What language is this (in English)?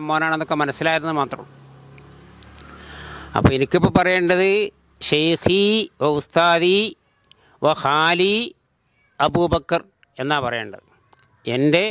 Malayalam